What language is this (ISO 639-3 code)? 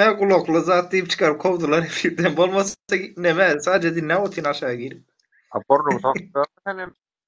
tuk